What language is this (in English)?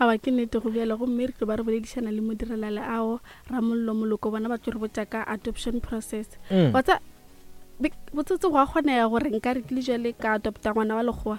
Northern Sotho